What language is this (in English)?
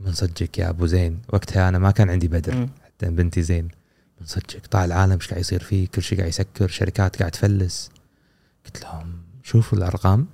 Gulf Arabic